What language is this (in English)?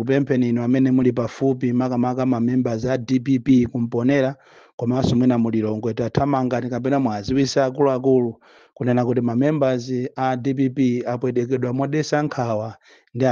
Nyanja